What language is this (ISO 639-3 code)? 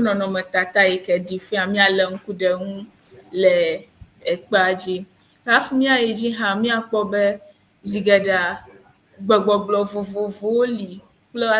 ewe